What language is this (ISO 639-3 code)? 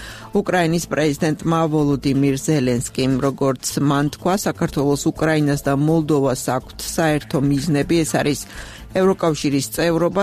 kat